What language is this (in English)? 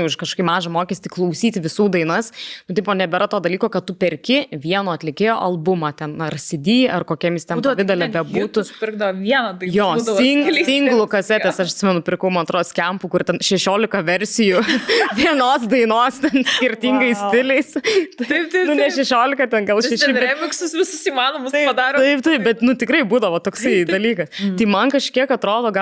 Lithuanian